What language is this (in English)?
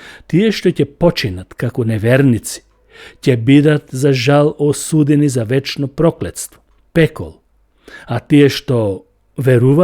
Macedonian